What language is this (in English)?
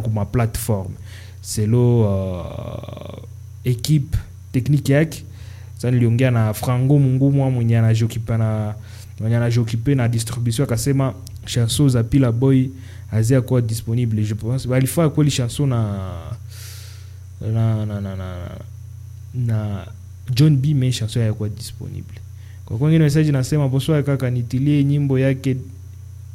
Swahili